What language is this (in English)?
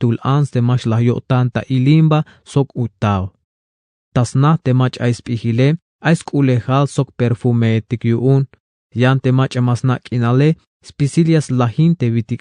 Tzeltal